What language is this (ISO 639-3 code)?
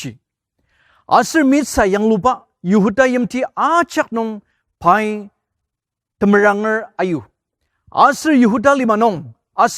njo